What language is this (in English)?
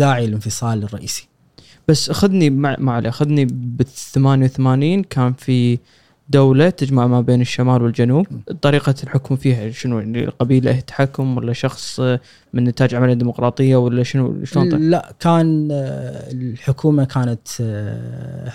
Gulf Arabic